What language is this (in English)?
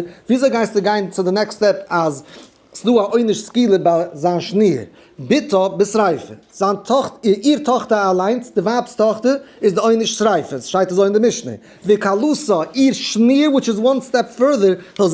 Yiddish